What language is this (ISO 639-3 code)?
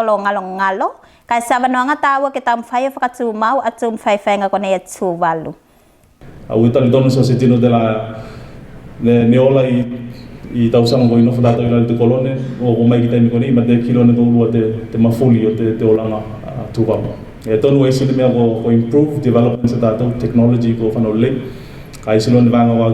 tvl